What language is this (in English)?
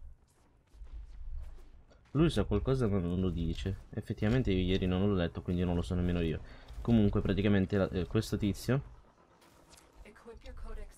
Italian